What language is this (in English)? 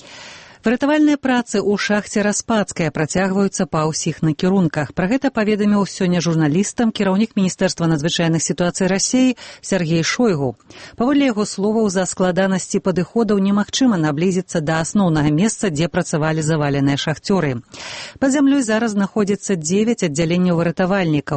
Belarusian